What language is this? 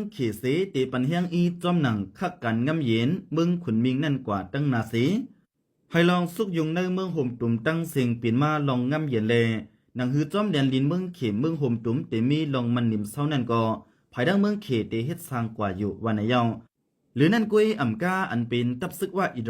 Shan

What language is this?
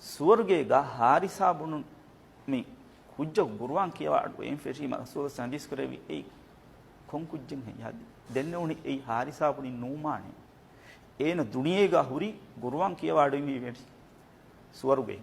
Divehi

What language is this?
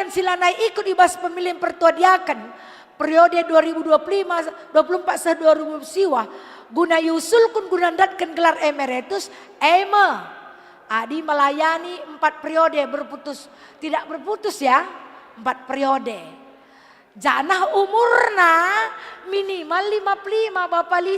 Batak Karo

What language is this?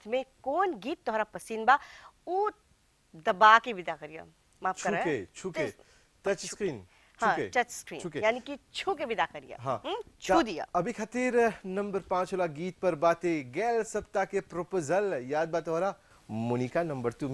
Bhojpuri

